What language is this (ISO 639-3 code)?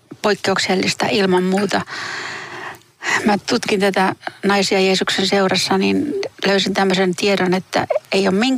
fin